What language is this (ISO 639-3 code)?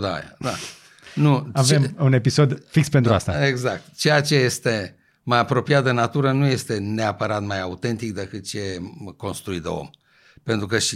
ron